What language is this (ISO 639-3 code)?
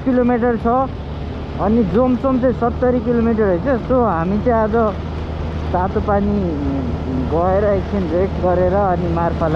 nep